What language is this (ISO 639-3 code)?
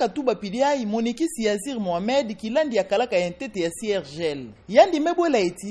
ktu